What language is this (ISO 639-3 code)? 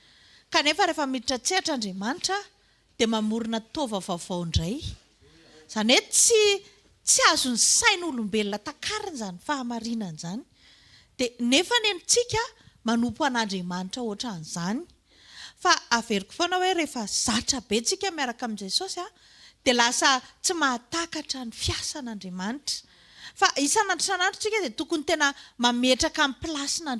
mlg